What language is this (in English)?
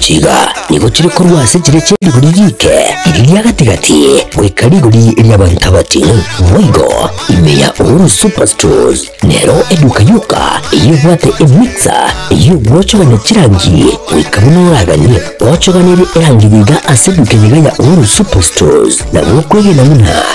Gusii